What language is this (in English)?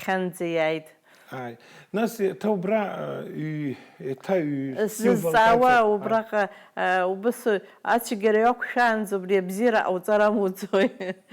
Abkhazian